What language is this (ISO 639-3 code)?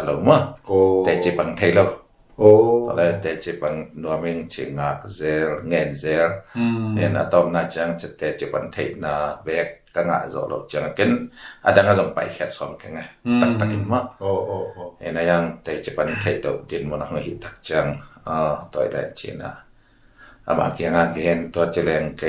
ctd